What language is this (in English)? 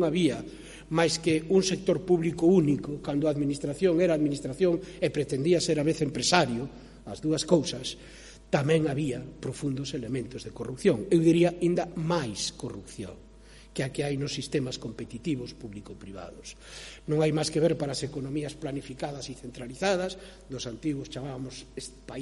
Galician